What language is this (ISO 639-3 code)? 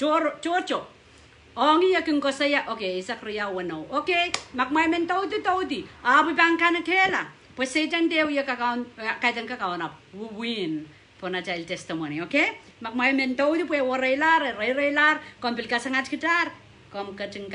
pon